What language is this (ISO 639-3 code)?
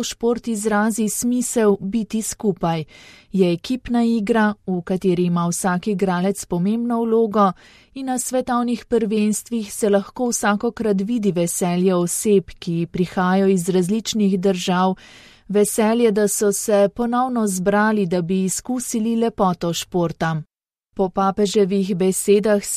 slv